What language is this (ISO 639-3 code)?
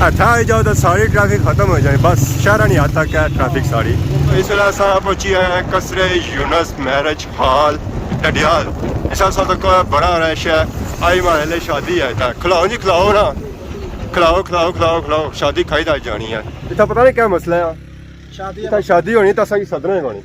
phr